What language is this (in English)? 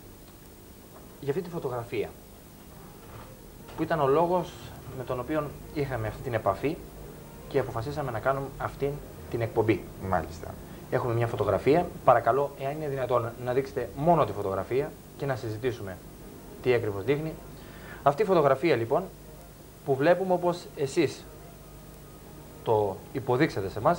Greek